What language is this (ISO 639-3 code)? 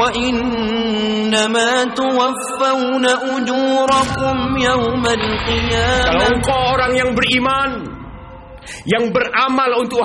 ind